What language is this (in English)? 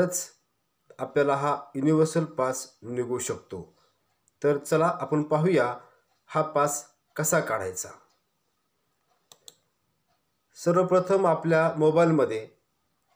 Marathi